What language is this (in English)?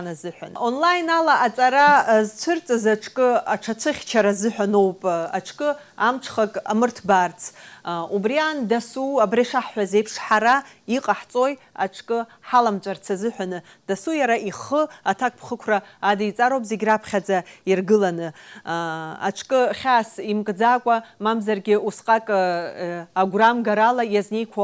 Abkhazian